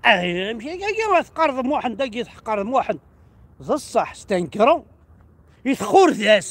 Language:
Kabyle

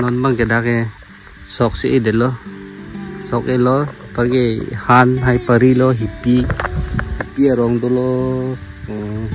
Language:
Karbi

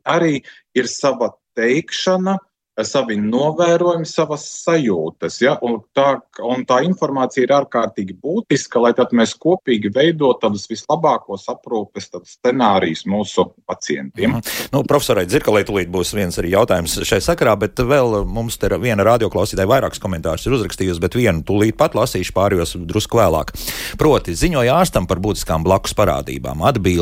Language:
Latvian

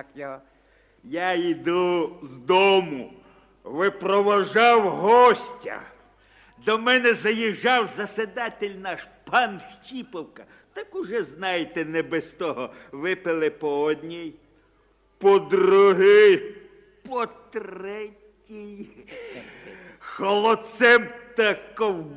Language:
Ukrainian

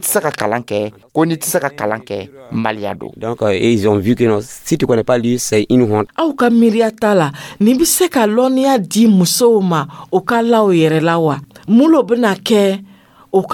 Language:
Dyula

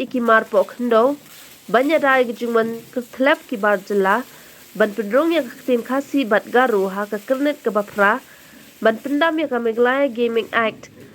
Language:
Khasi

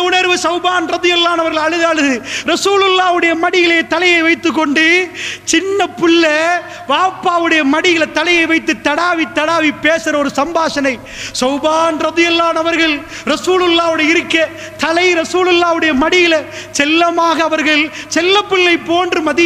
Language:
Tamil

